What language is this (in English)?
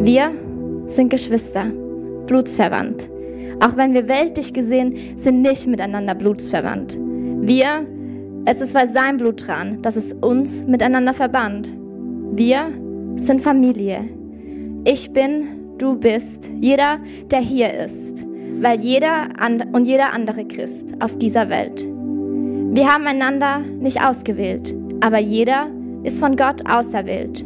Swiss German